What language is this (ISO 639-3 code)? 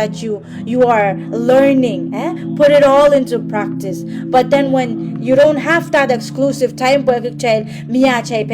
pon